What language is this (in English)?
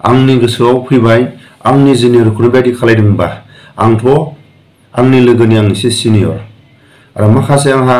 Bodo